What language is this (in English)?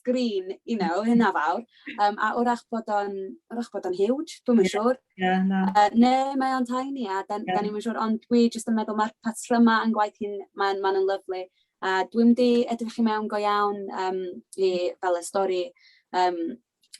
Welsh